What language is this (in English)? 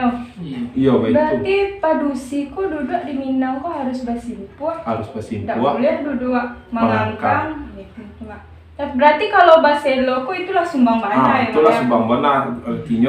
Minangkabau